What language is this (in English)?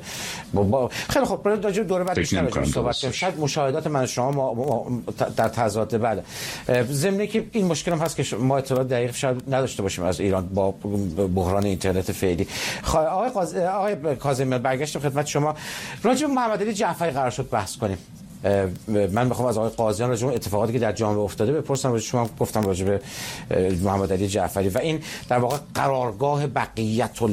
Persian